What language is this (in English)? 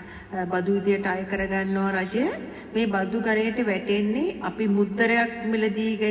Sinhala